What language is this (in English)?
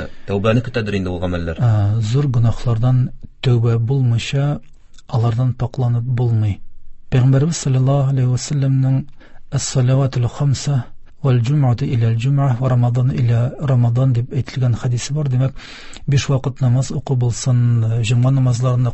Tatar